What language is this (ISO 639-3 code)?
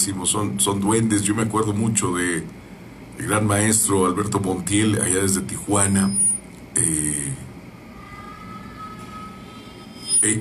spa